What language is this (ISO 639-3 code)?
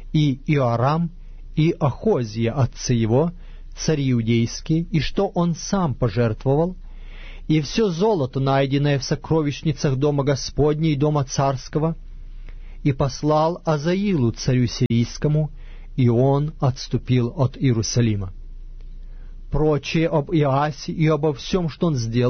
rus